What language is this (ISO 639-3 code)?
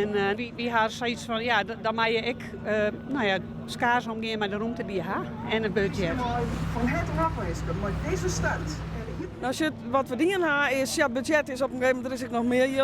fry